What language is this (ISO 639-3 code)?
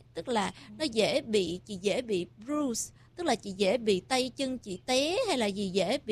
vie